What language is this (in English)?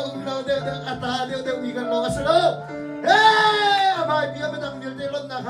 Hakha Chin